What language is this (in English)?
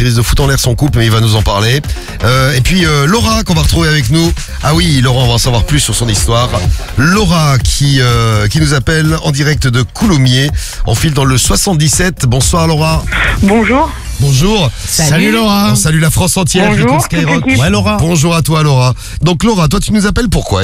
French